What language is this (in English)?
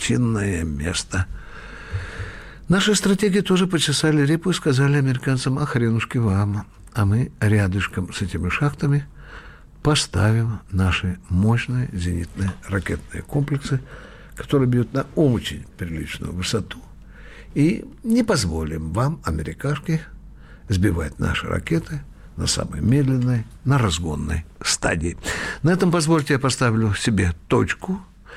Russian